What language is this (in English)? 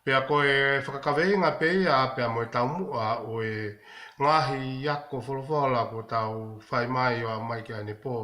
Tongan